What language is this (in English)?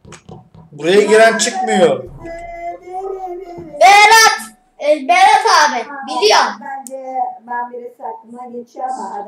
Turkish